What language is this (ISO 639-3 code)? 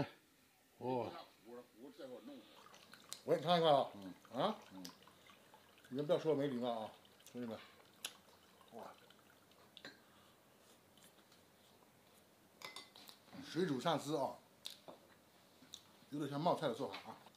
zho